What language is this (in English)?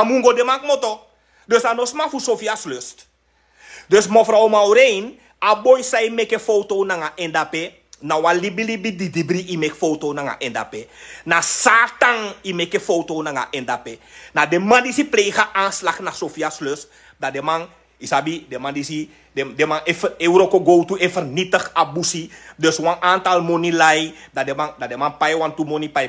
Sranan Tongo